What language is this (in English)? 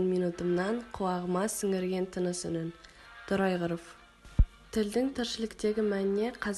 Kazakh